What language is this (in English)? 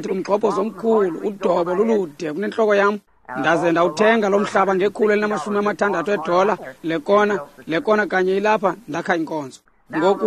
Xhosa